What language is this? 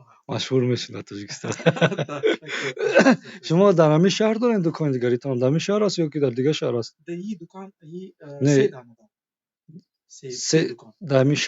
Tajik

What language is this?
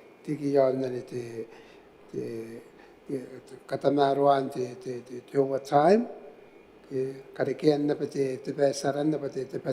Gilbertese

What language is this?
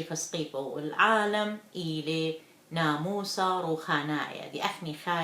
Assyrian Neo-Aramaic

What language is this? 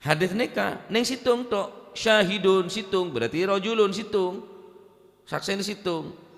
Madurese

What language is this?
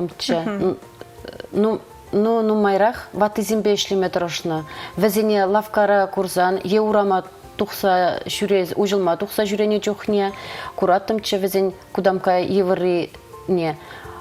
Chuvash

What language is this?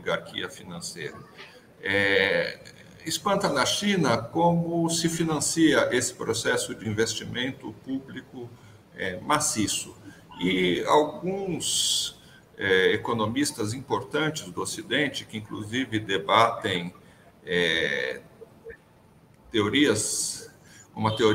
Portuguese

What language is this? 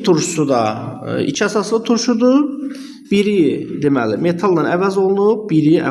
Azerbaijani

